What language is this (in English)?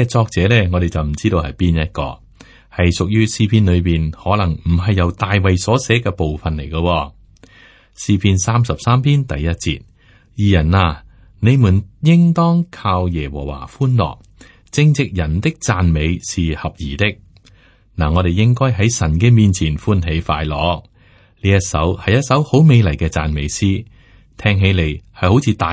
Cantonese